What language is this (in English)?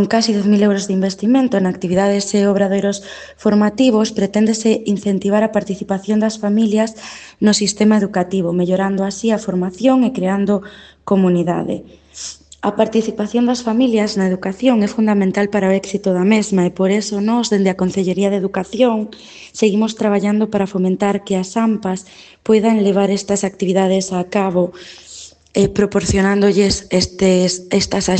Galician